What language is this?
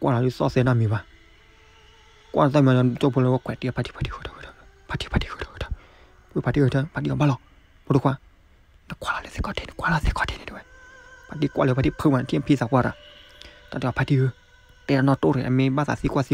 S'gaw Karen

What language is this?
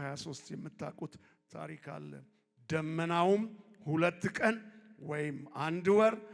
Amharic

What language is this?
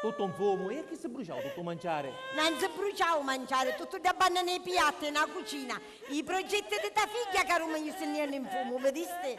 Sicilian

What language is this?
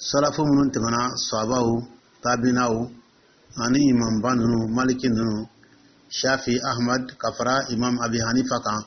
Dyula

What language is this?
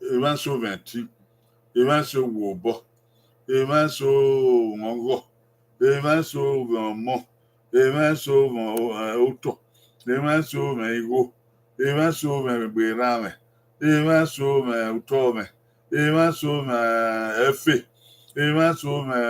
Bini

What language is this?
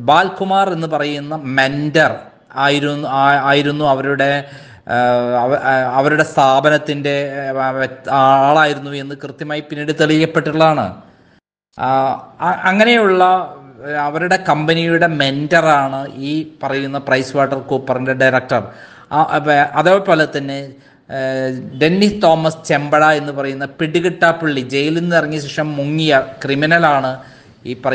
Malayalam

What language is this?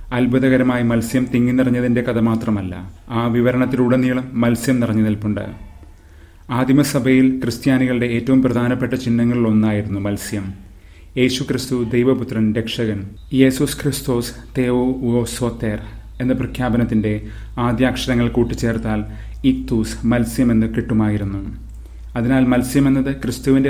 Malayalam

